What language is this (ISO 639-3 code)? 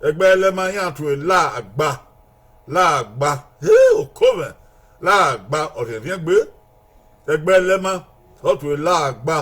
bin